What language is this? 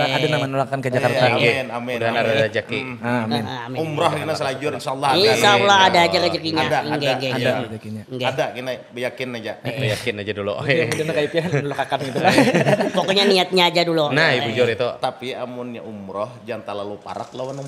Banjar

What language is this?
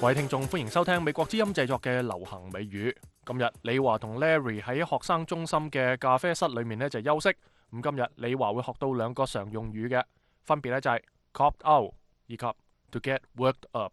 Cantonese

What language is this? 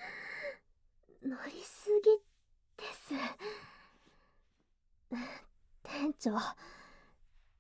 Japanese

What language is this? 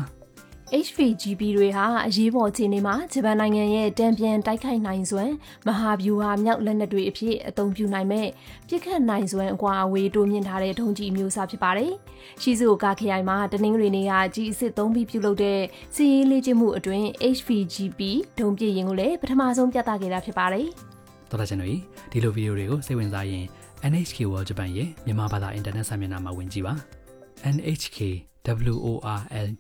Burmese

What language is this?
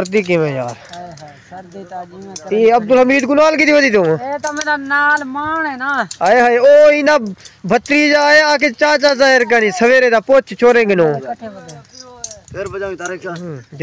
Saraiki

